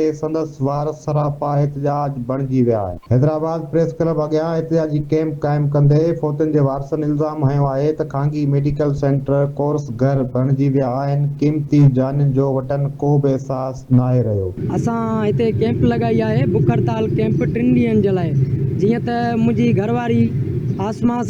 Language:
Sindhi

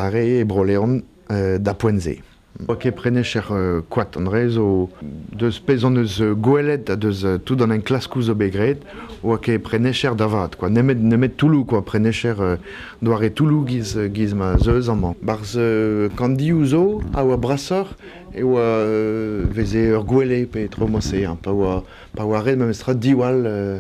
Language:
Breton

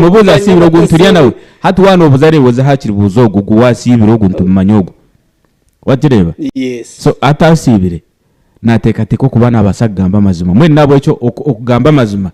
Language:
Nyankole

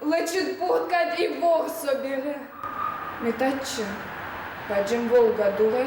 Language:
Udmurt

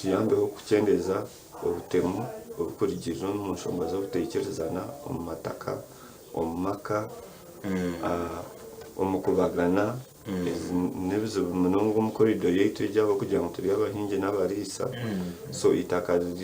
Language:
Nyankole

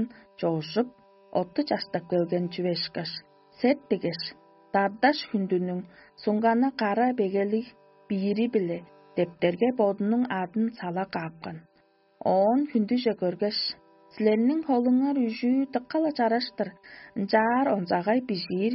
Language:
Tuvinian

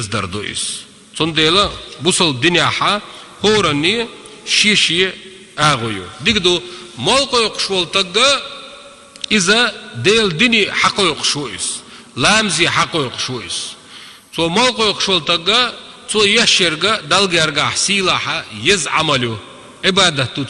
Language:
Chechen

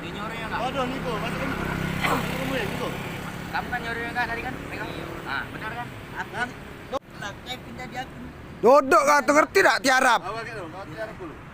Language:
Musi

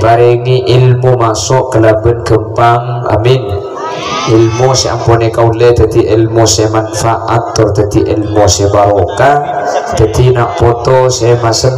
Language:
Madurese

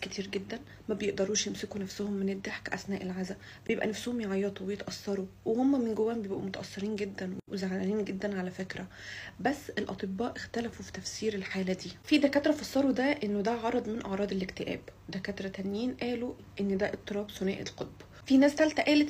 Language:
Egyptian Arabic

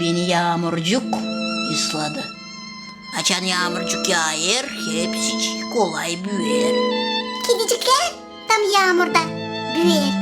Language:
Gagauz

